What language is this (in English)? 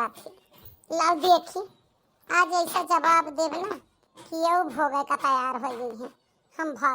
Awadhi